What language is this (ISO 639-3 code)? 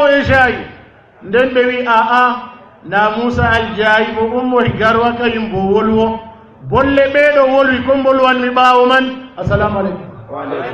ful